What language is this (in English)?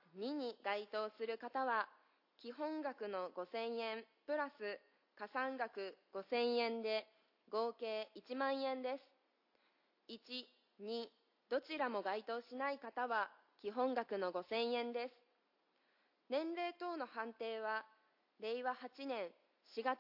Japanese